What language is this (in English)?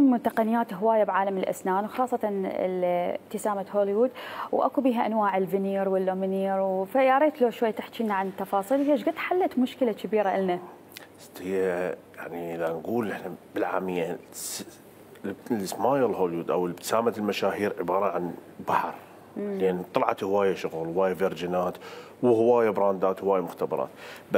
Mesopotamian Arabic